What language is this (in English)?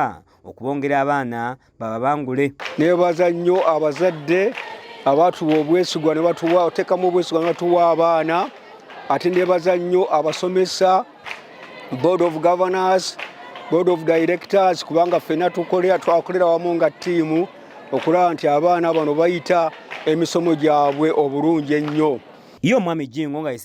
Ganda